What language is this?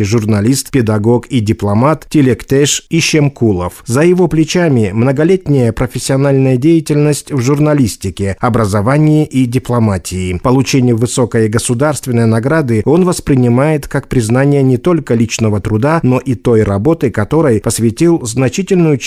Russian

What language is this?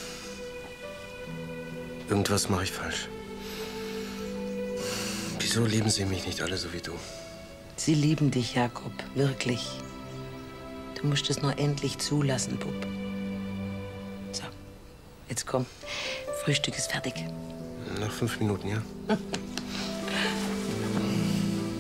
German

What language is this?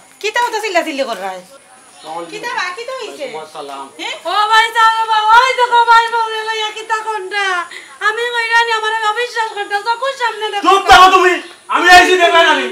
Sylheti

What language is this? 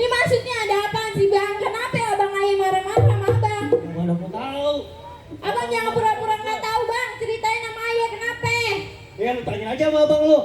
Betawi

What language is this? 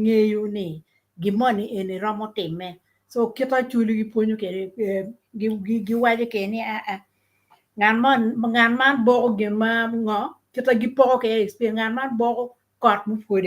Acoli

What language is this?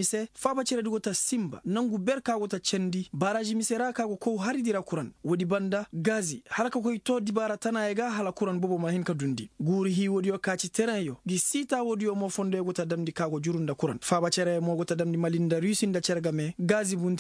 Koyraboro Senni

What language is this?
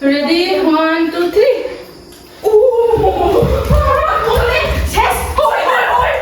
Kok Borok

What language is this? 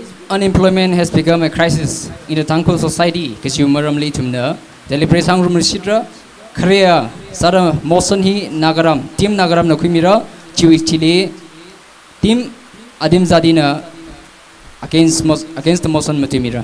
Tangkhul Naga (India)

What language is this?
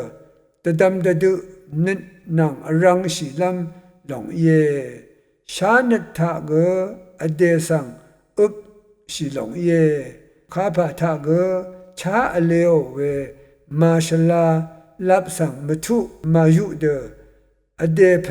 Rawang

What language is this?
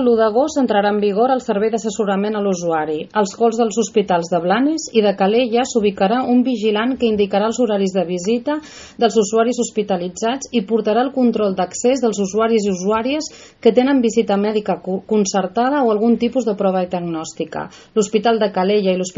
Catalan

